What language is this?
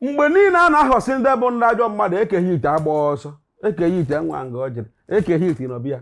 Igbo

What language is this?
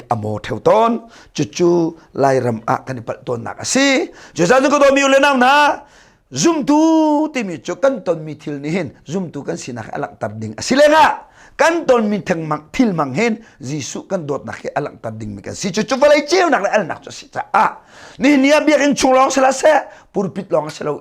Hakha Chin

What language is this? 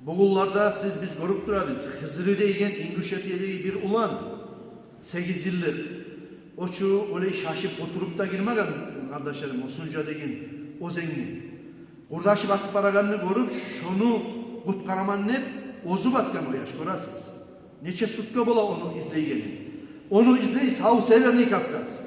Kumyk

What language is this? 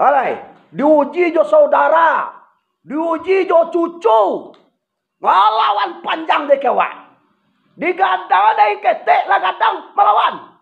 Minangkabau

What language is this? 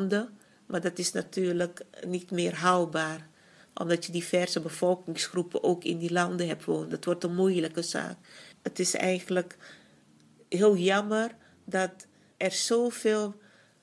Dutch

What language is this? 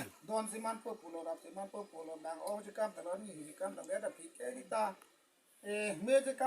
Karbi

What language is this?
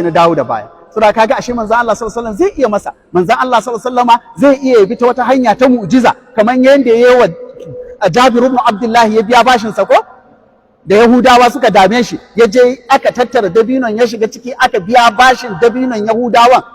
Hausa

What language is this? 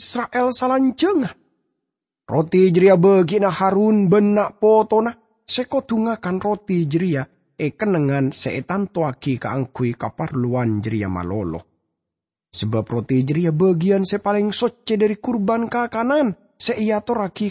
Madurese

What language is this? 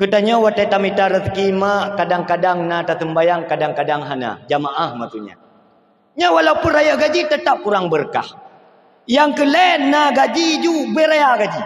Achinese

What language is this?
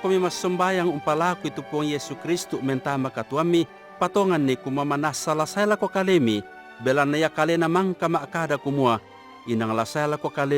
Toraja-Sa'dan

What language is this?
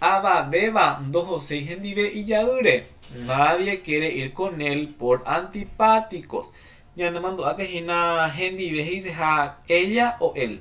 Guarani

